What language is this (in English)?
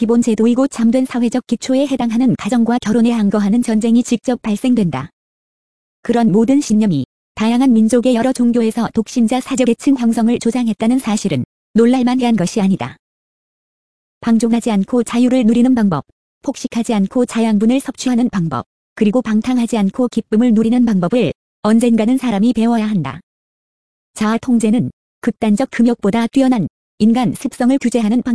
Korean